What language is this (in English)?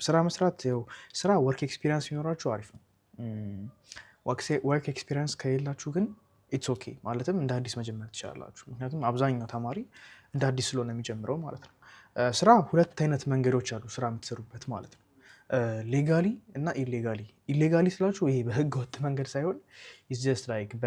Amharic